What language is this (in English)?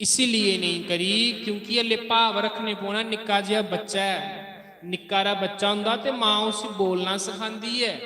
Dogri